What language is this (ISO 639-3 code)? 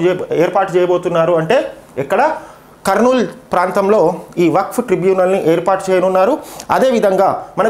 tel